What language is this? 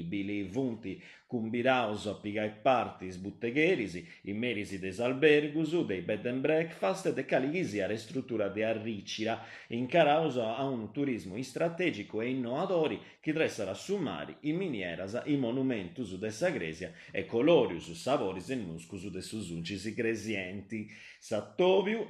Sardinian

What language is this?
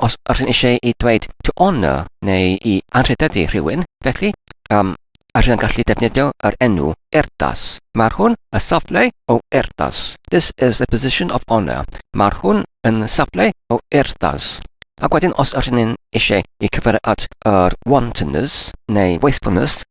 Welsh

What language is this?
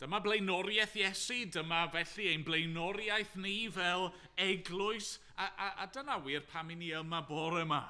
Welsh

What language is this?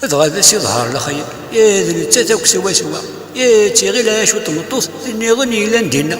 Kabyle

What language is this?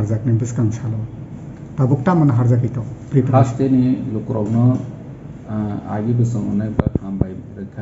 Kok Borok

